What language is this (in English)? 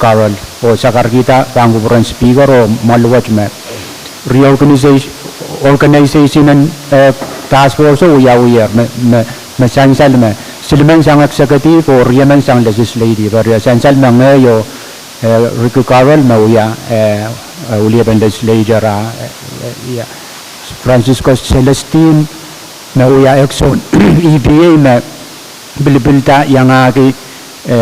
Pohnpeian